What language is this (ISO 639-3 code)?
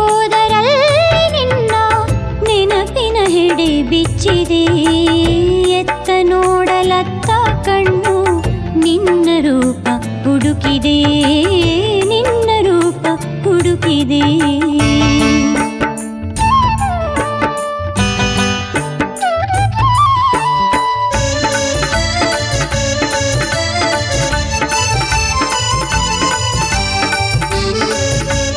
kan